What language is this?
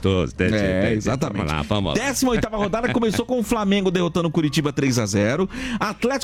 Portuguese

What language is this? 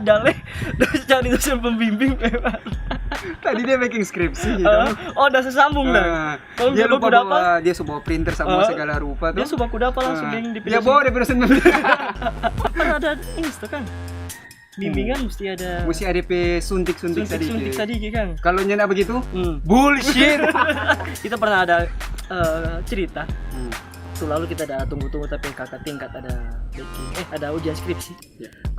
Manado Malay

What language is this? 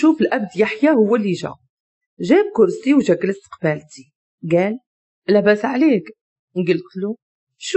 Moroccan Arabic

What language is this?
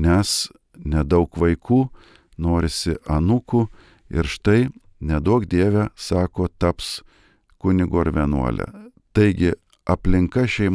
Lithuanian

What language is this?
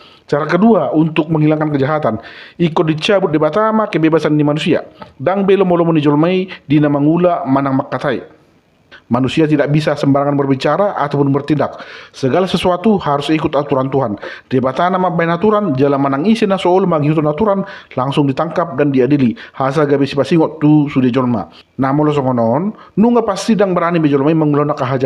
Batak Toba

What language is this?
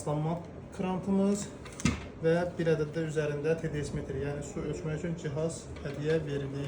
Azerbaijani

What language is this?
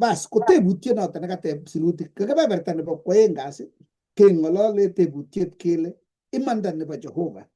Kalenjin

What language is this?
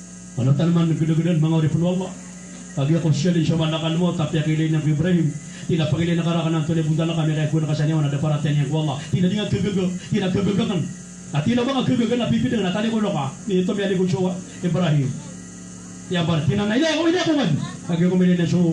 Maranao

